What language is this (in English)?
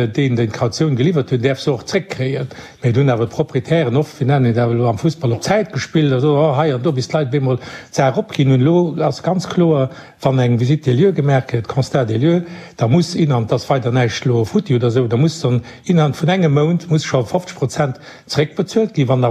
Luxembourgish